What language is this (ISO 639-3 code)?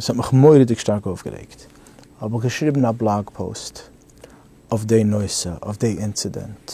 yid